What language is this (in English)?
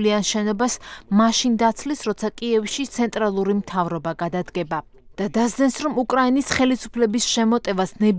Georgian